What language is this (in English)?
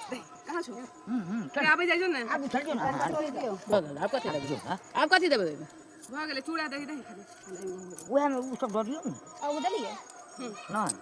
Maithili